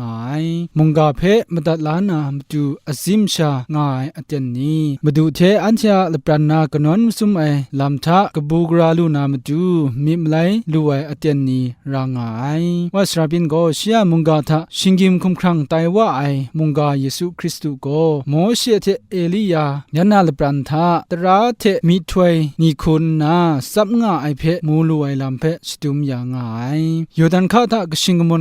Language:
Kachin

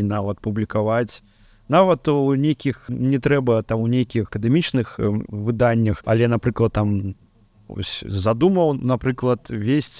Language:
Belarusian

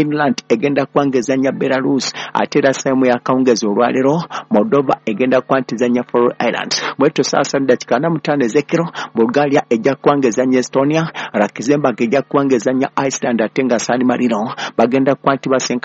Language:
Ganda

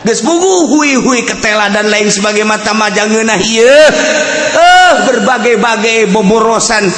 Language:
Sundanese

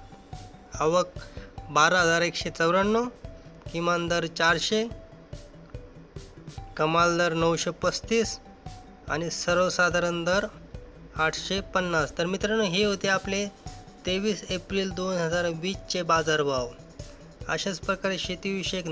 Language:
Marathi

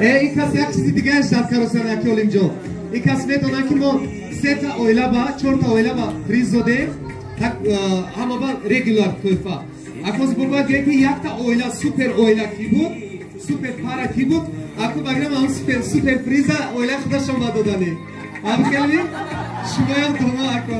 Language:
Tajik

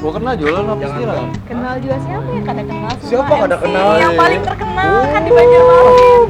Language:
Banjar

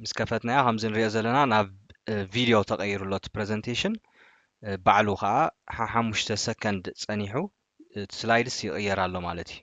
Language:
Tigrinya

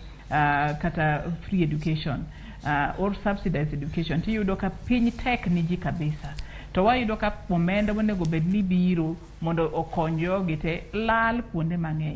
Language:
Luo (Kenya and Tanzania)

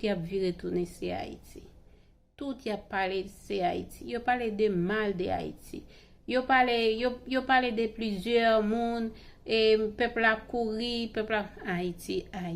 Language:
Haitian Creole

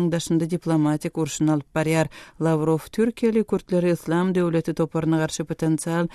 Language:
Turkmen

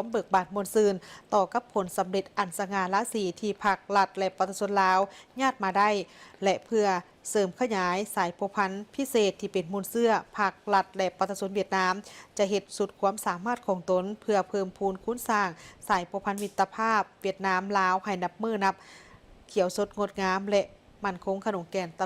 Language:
Lao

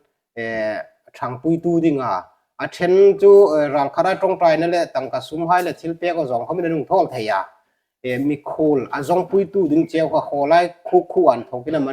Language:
Hmar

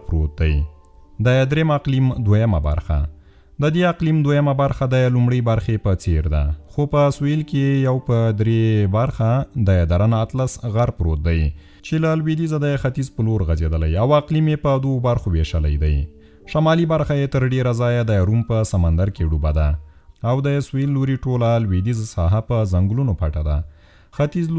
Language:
Pashto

